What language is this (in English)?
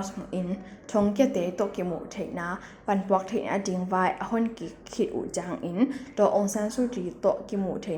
Tedim Chin